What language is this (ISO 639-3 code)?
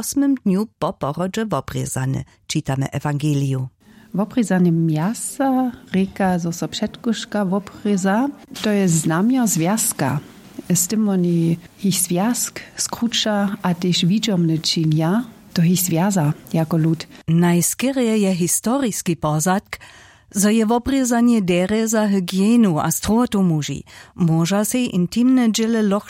hsb